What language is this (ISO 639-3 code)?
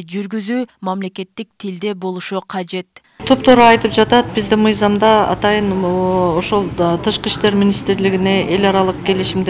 kir